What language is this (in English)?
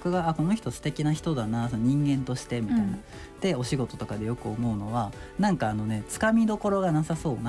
Japanese